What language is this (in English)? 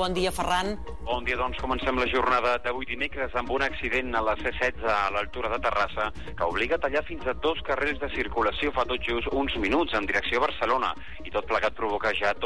Catalan